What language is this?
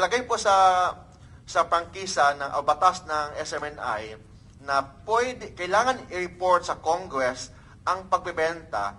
Filipino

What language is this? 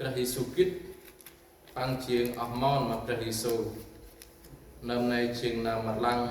Central Mnong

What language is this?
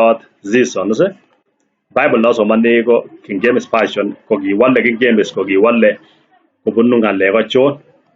Kalenjin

